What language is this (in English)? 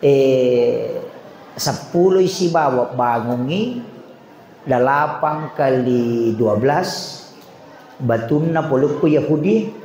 Buginese